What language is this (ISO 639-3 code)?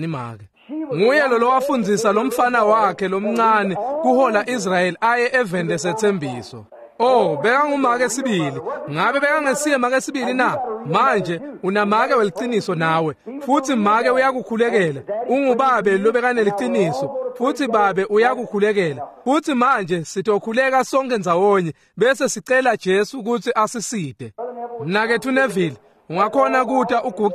ssw